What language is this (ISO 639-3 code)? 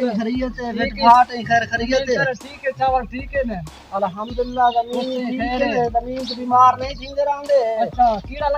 skr